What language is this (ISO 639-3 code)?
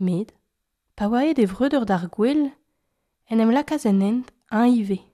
bre